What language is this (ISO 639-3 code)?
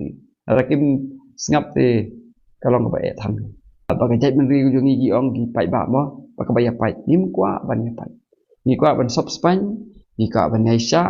kha